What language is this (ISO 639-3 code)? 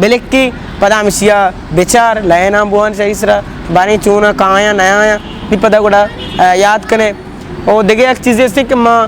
bgp